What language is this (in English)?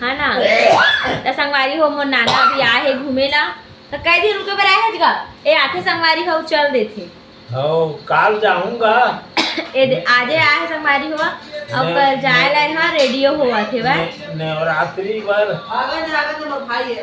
Chhattisgarhi